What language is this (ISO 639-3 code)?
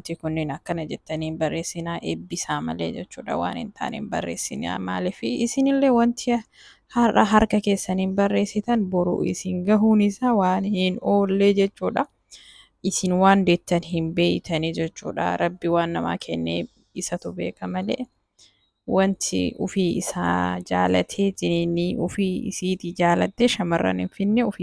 orm